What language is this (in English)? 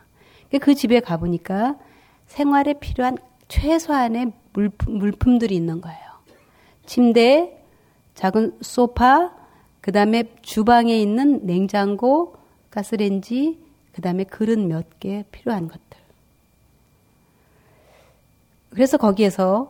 Korean